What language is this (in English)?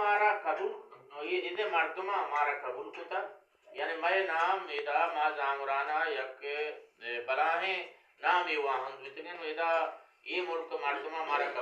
Baluchi